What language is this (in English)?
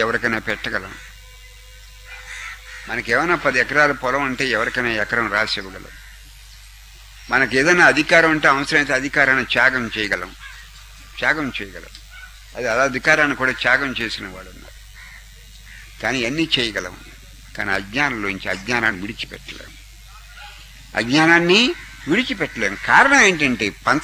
Telugu